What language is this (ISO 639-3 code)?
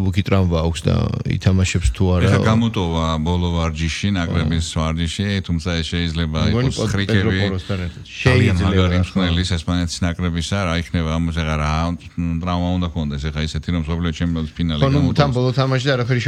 kat